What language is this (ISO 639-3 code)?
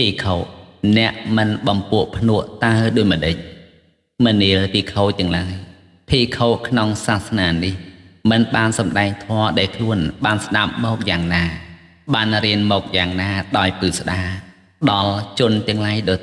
khm